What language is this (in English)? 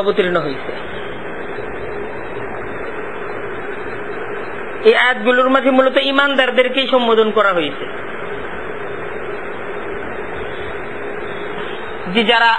Bangla